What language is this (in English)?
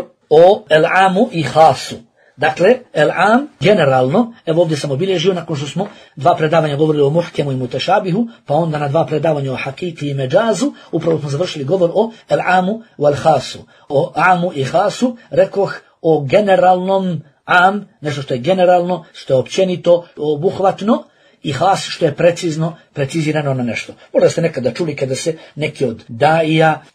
Bosnian